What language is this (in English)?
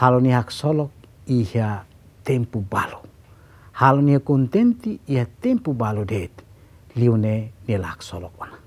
Tetum